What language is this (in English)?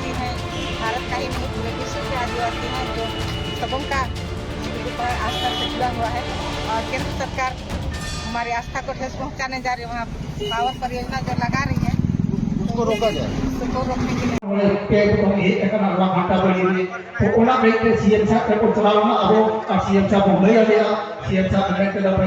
Santali